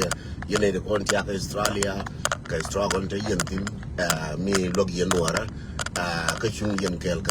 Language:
Nuer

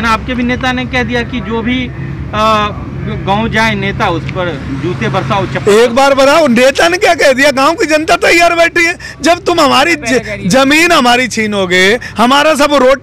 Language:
Hindi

